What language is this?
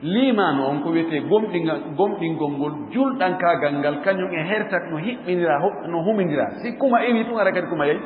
Fula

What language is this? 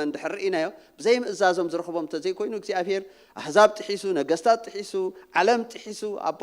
Tigrinya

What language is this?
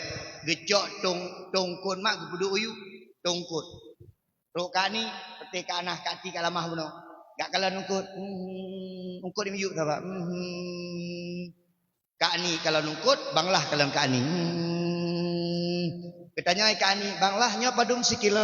Achinese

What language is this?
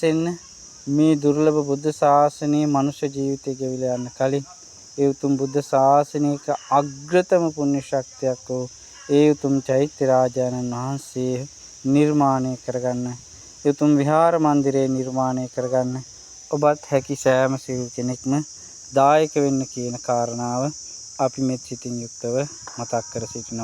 Sinhala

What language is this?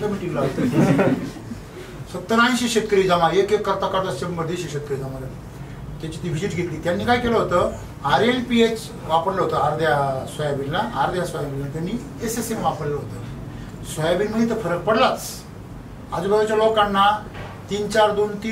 Marathi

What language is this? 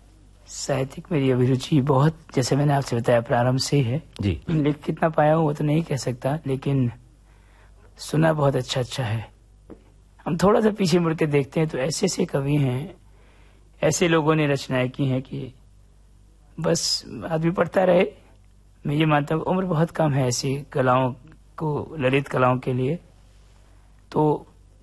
Hindi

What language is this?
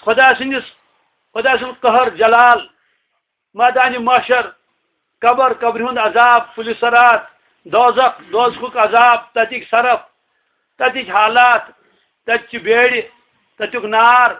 Kashmiri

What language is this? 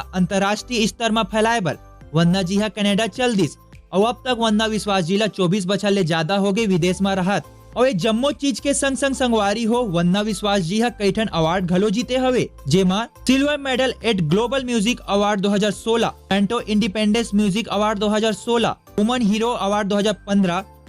Chhattisgarhi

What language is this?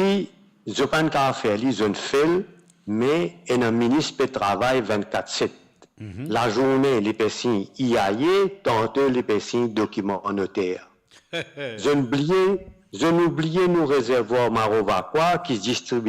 Morisyen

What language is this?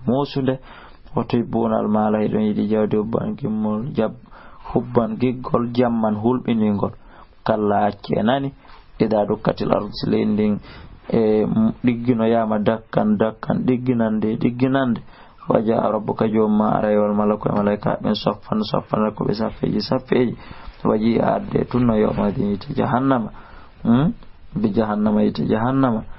Fula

